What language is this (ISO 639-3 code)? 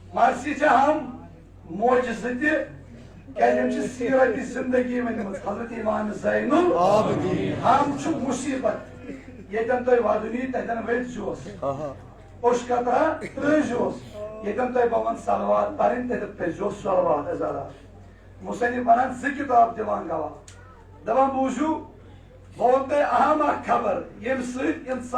kas